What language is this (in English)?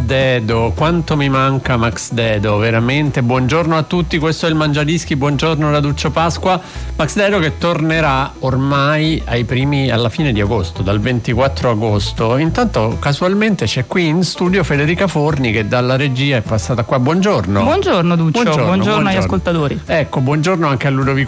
Italian